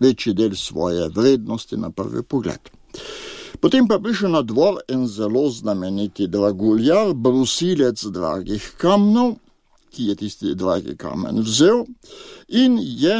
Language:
Slovenian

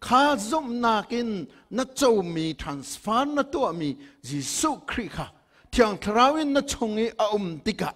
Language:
Hakha Chin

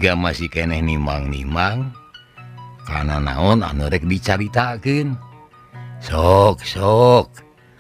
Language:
Sundanese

